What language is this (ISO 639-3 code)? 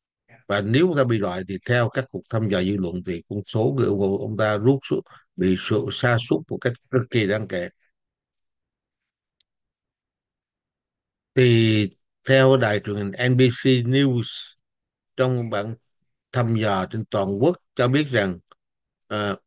vie